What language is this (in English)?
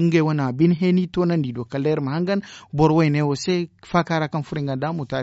Zarma